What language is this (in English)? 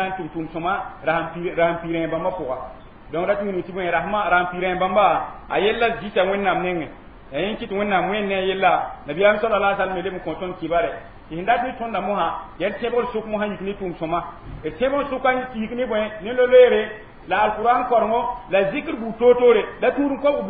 Mossi